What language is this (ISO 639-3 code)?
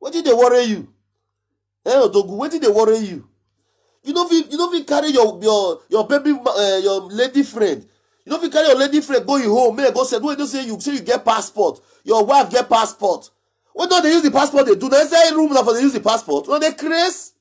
pcm